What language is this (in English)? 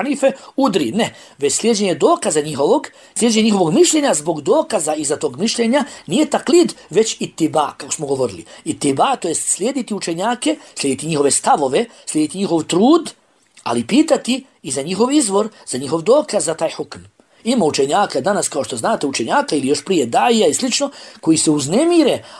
Bosnian